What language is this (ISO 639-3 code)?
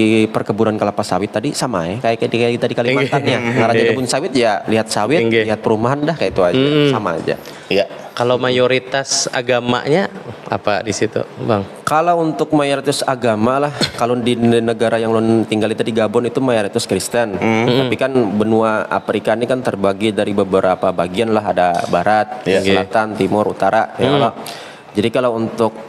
bjn